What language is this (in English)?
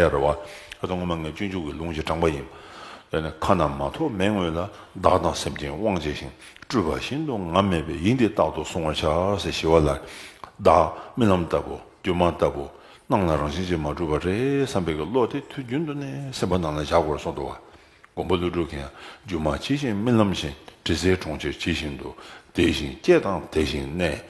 Tibetan